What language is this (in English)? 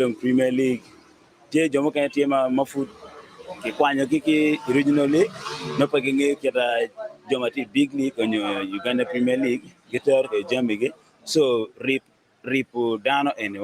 Acoli